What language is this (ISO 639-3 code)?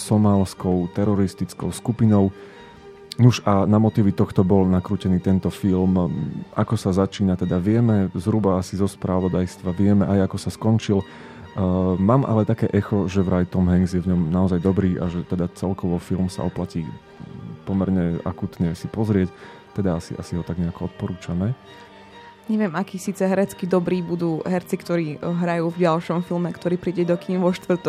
slk